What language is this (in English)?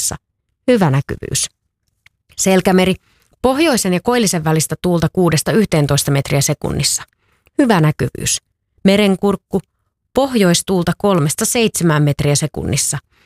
Finnish